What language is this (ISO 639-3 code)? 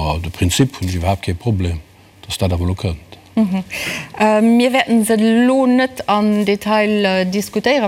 ltz